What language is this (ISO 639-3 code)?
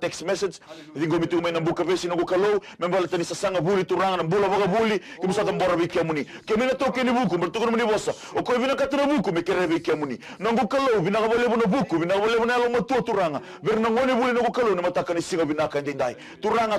fij